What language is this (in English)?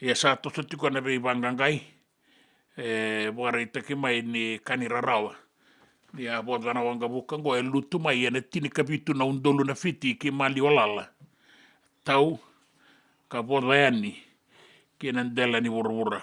Fijian